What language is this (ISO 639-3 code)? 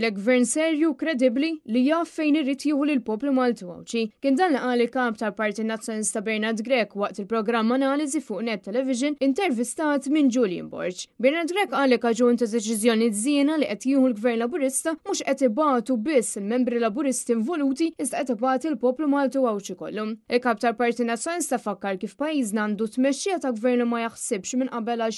mlt